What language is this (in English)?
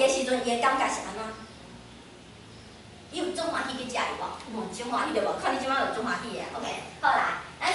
Min Nan Chinese